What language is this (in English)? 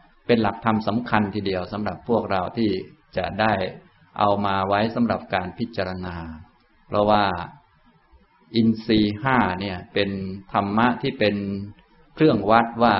Thai